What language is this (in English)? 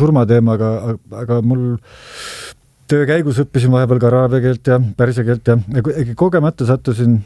Estonian